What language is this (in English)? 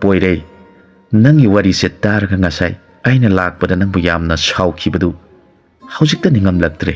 Manipuri